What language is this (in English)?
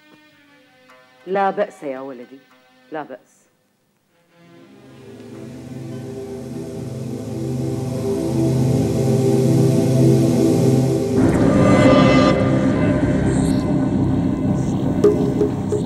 Arabic